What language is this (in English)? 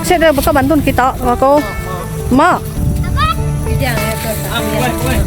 Iban